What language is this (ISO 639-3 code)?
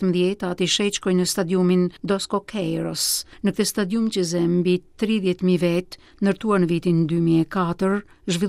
sqi